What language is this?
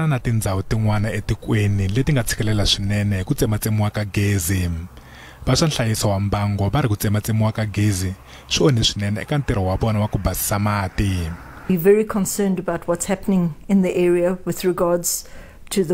Tsonga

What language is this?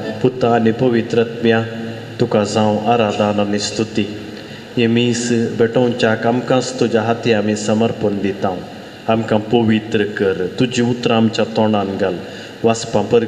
Konkani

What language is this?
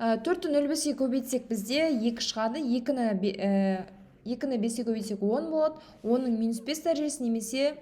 Kazakh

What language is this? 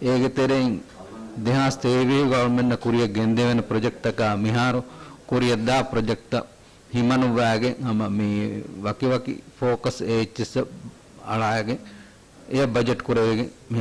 Divehi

